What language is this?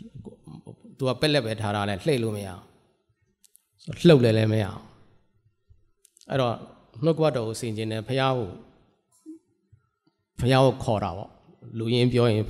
Burmese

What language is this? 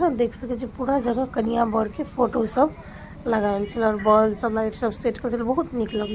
Maithili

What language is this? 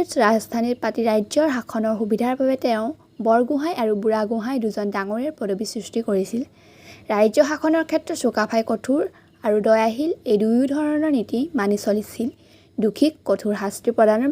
Assamese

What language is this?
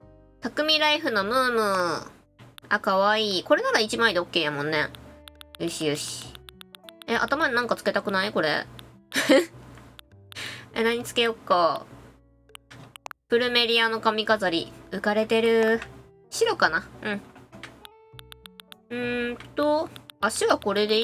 Japanese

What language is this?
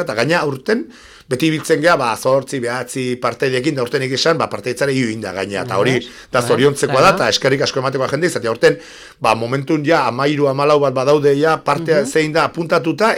Basque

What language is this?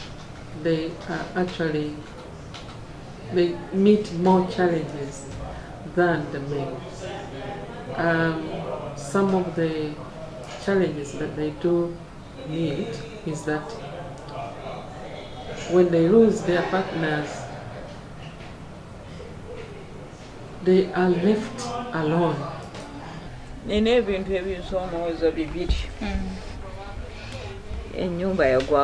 English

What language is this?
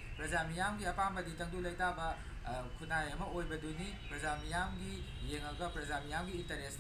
Manipuri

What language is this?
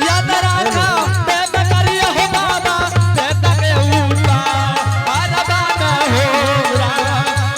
Angika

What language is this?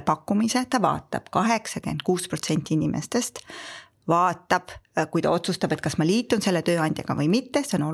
Estonian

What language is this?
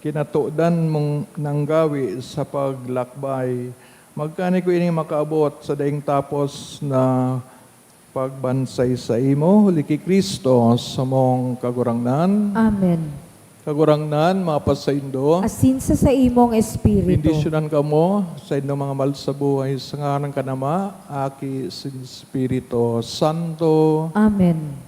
Bikol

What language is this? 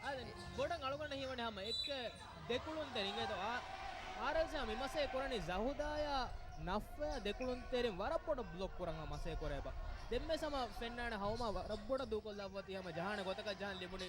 Divehi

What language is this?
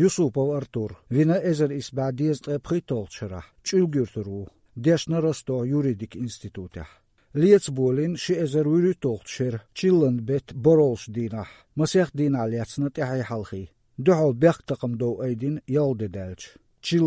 Chechen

